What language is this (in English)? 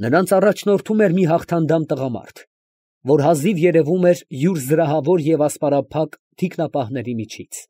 Armenian